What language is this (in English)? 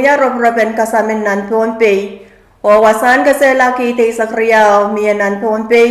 Pohnpeian